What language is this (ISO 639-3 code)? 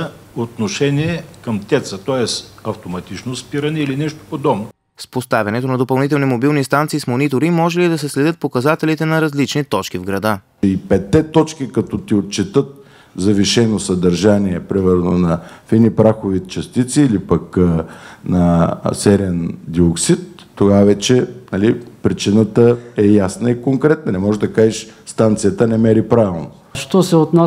bul